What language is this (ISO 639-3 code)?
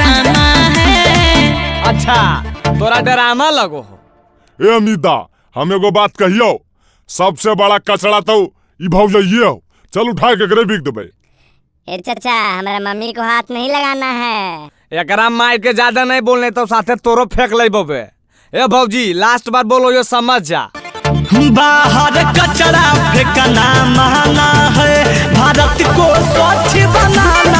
mag